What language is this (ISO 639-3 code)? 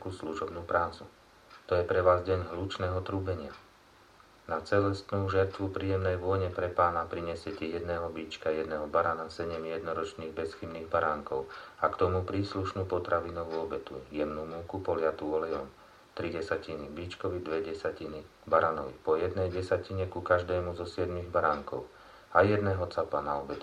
slk